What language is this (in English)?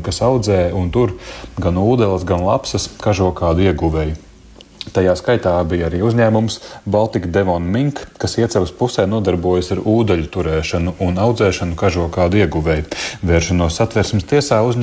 Latvian